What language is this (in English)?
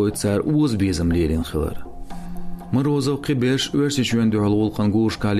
Chechen